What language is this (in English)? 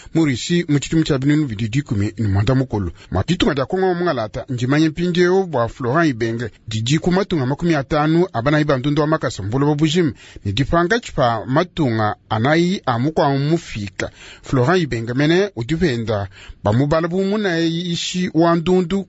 Luba-Lulua